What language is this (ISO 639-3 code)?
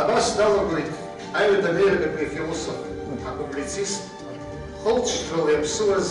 abk